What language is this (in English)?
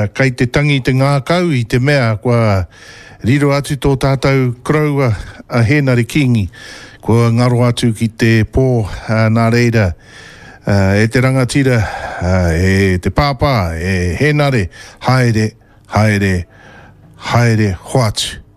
Māori